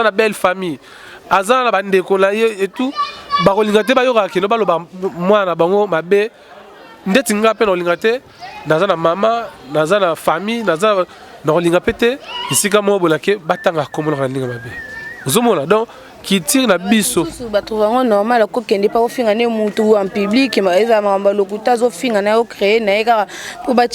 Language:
Lingala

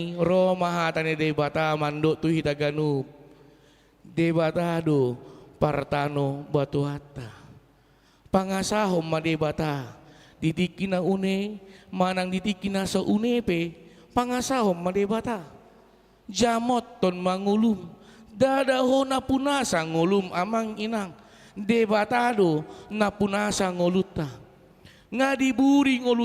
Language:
Batak Toba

